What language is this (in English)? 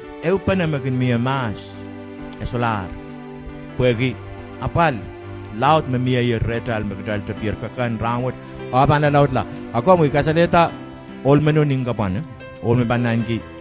Pohnpeian